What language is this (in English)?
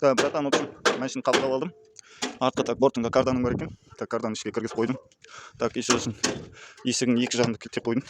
Kazakh